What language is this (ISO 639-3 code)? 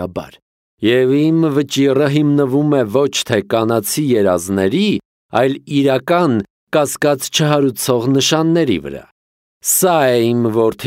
hye